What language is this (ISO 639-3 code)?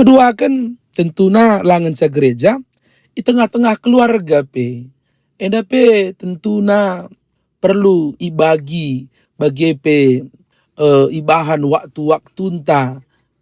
btx